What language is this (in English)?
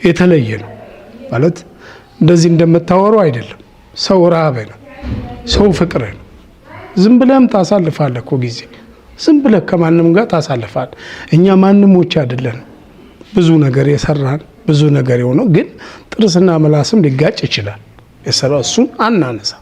Amharic